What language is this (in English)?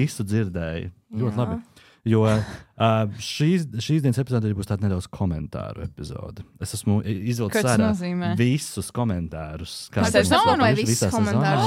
Latvian